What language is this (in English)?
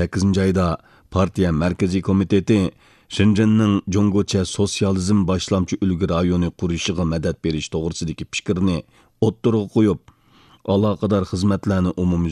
Uyghur